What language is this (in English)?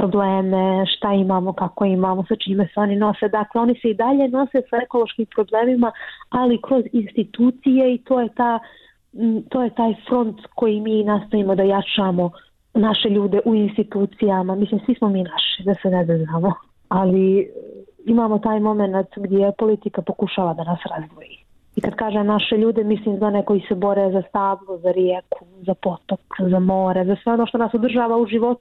Bosnian